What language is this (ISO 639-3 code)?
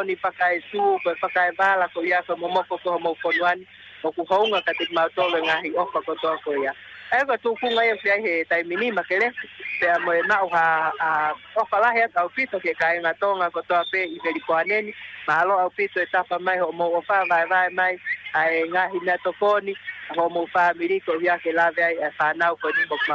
ton